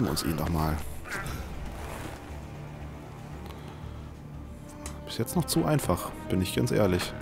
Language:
German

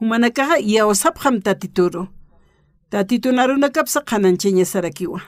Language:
Aymara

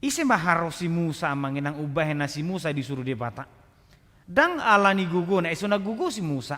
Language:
Batak Toba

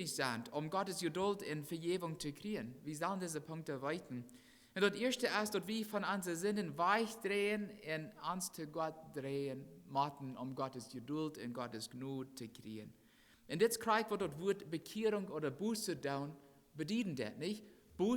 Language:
Plautdietsch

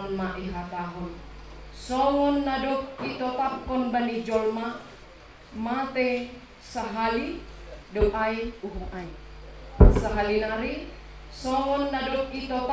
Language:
Batak Simalungun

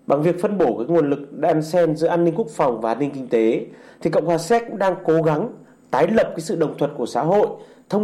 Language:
Vietnamese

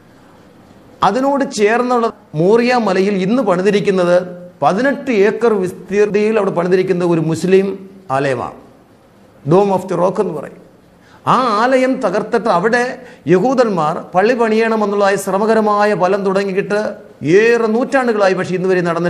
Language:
Malayalam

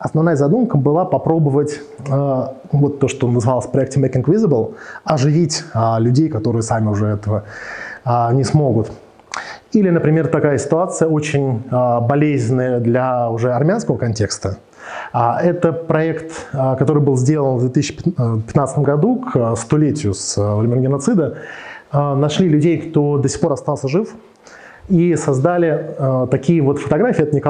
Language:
Russian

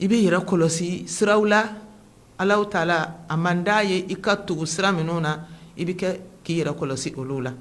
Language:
Bambara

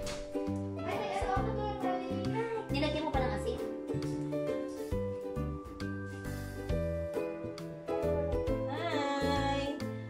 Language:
Filipino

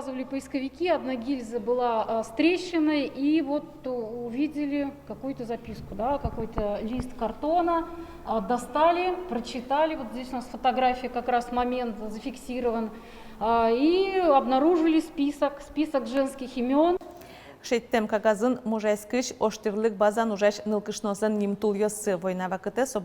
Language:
Udmurt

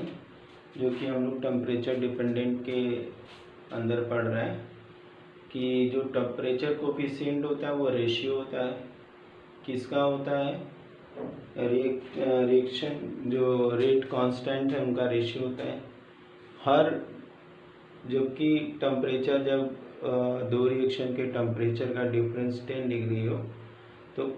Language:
Hindi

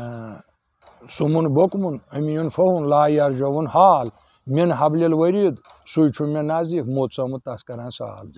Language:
Kashmiri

